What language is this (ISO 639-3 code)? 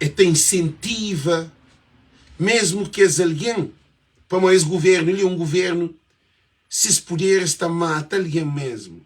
kea